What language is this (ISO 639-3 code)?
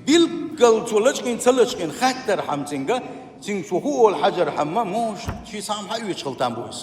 che